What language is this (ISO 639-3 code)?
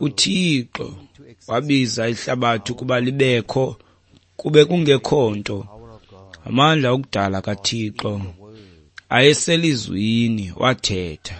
xho